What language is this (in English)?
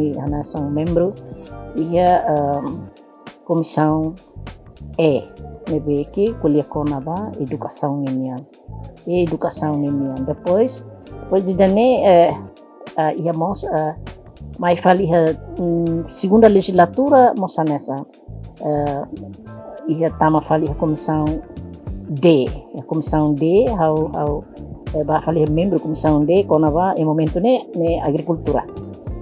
Tetum